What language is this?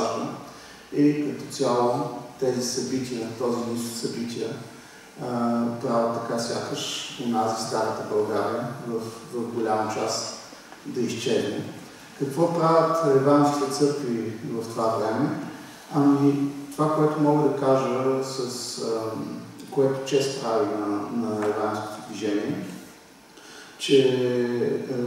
Bulgarian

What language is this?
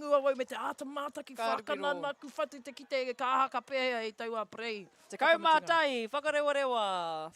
Māori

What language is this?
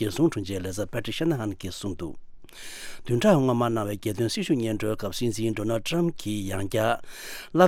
Tibetan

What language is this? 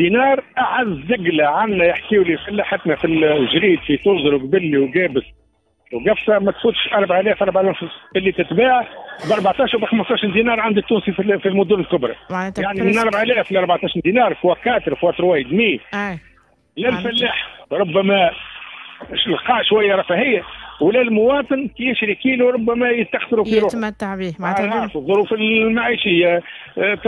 Tunisian Arabic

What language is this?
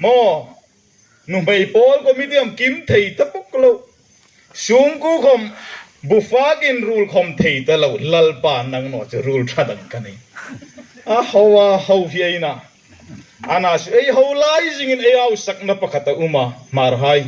Hmar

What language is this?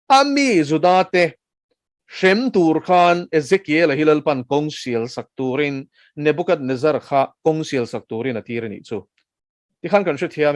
Mizo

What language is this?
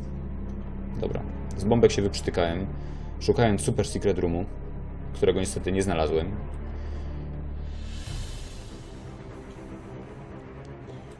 Polish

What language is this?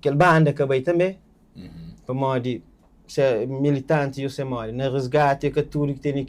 Kabuverdianu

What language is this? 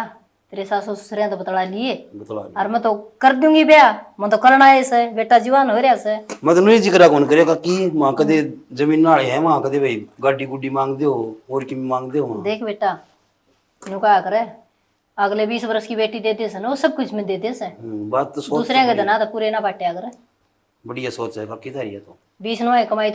Haryanvi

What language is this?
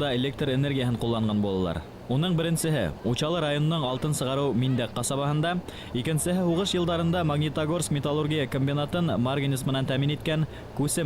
Bashkir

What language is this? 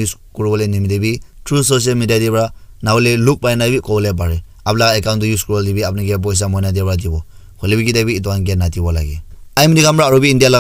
Naga Pidgin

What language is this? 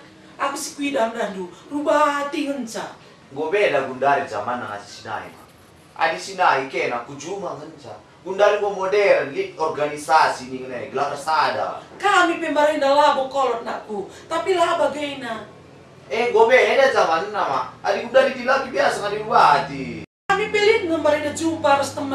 Batak Karo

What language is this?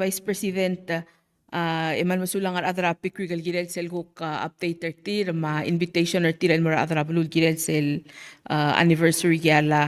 Palauan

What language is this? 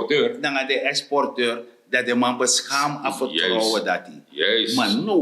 Sranan Tongo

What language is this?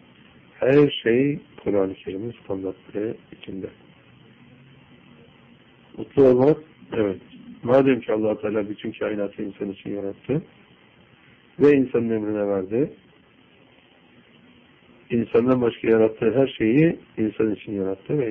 Turkish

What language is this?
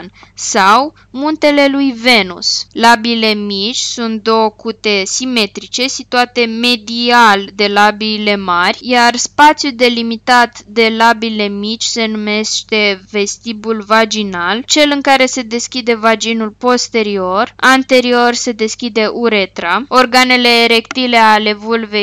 Romanian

